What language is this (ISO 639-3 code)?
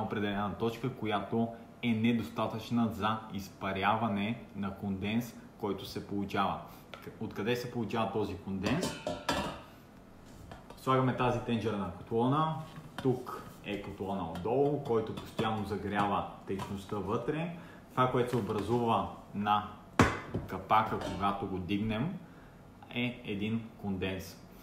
bul